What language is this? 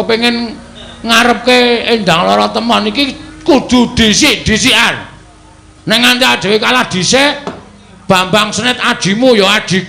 Javanese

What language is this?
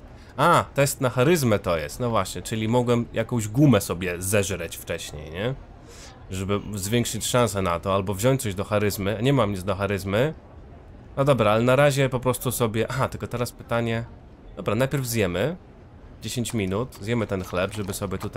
Polish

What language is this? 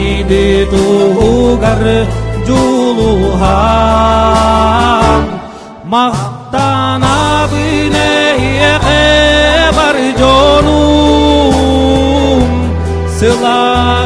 Yakut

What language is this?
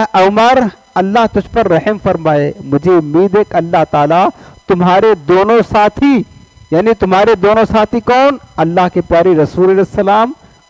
Urdu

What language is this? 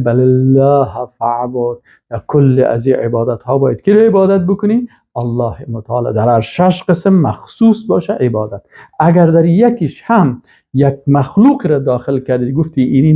Persian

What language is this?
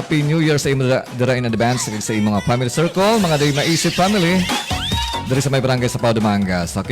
Hiligaynon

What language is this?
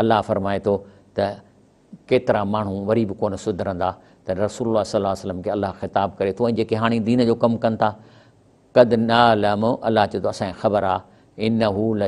Sindhi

